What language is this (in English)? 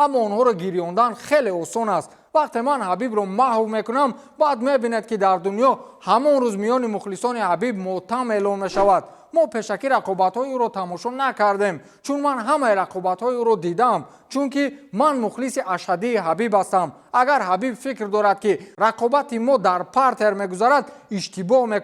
Tajik